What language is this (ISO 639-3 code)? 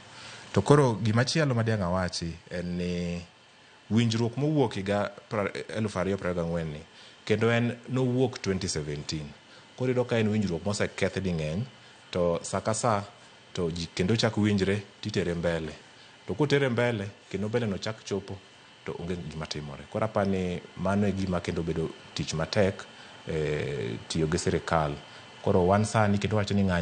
luo